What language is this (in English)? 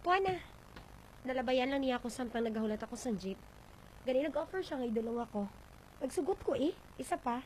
Hiligaynon